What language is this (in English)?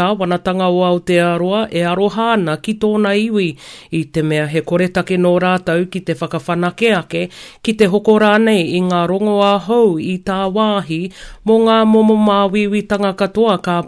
Māori